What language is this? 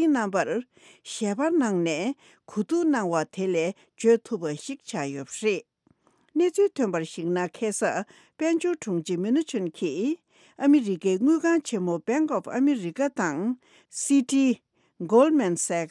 Tibetan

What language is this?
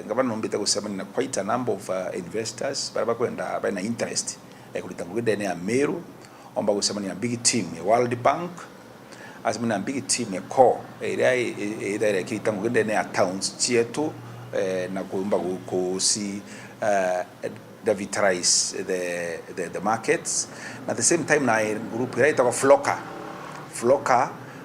Meru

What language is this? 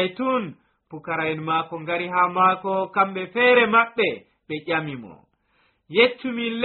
Nigerian Fulfulde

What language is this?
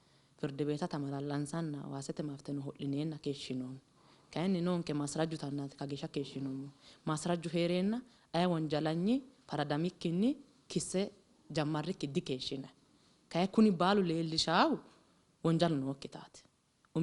Sidamo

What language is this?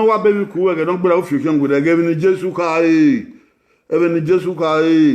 Bini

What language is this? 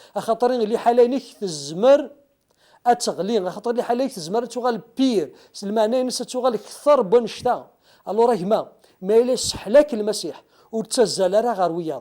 Kabyle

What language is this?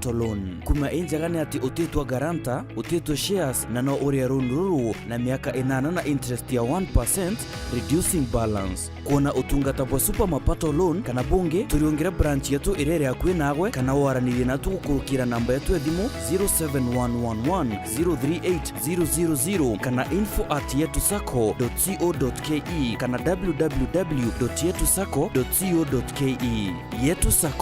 Meru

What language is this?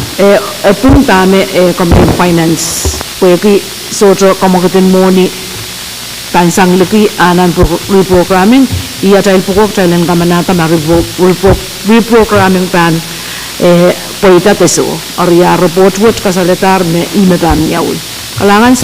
Pohnpeian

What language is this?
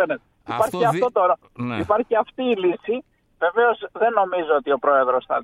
Greek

